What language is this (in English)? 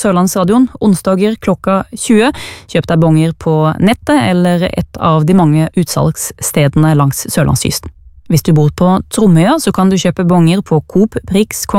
Norwegian